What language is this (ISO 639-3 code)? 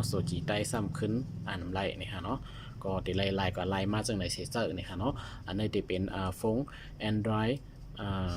shn